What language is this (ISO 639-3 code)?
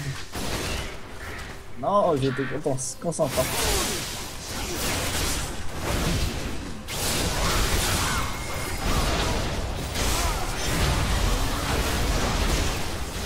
fra